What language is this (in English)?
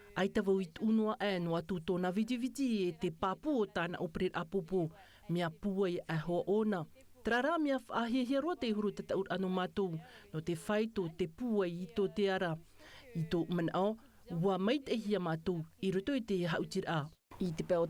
Tahitian